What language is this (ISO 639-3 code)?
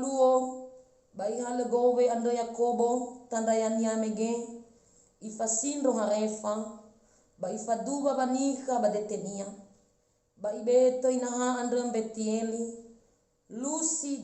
nia